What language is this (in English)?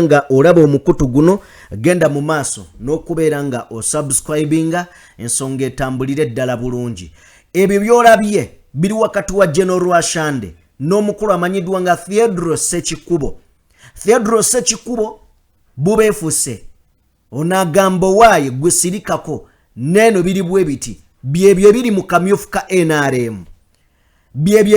Ganda